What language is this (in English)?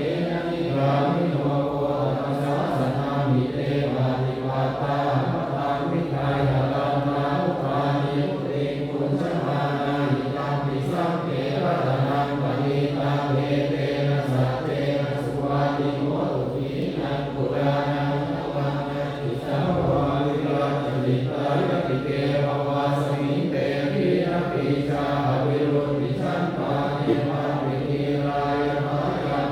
Pali